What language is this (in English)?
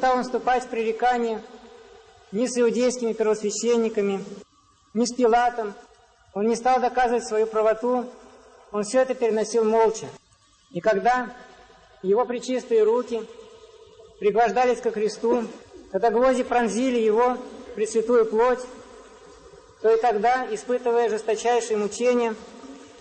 Russian